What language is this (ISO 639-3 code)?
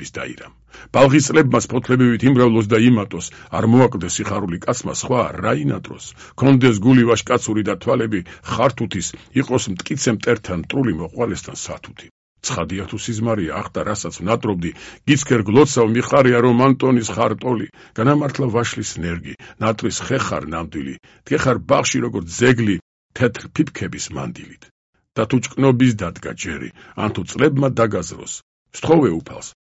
kat